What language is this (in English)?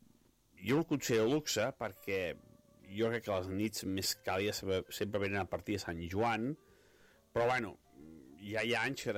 Catalan